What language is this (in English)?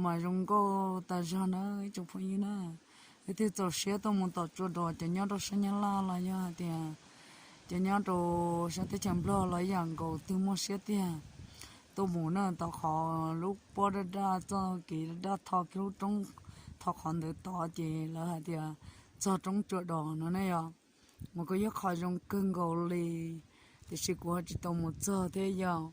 Hmong